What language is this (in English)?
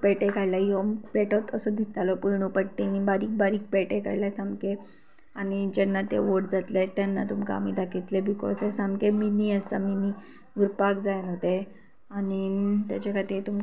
Konkani